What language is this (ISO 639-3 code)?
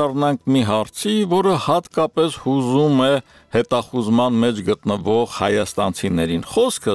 hye